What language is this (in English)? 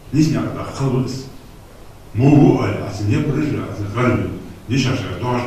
Ingush